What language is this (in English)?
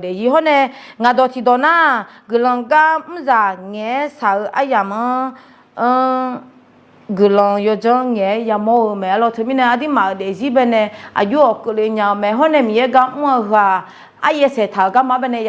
Akha